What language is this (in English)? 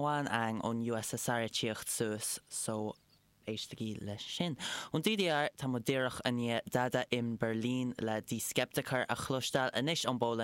Irish